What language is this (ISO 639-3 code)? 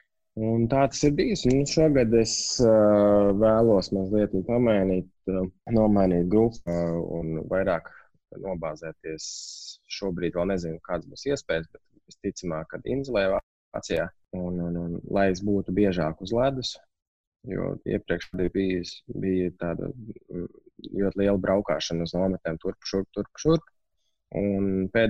lav